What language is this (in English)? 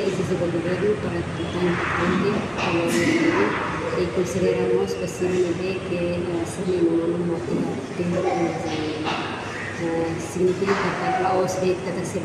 Tetum